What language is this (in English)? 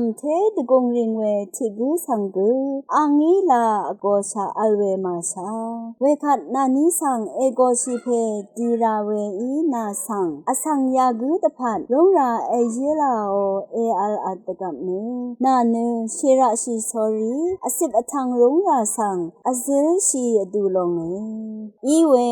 Rawang